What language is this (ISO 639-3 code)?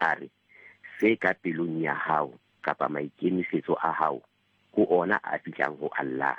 sot